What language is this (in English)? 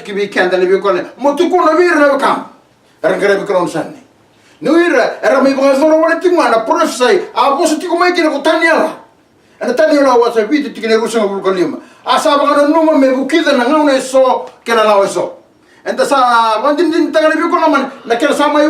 Fijian